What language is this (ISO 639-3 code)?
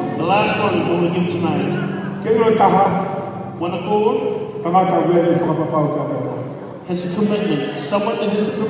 ton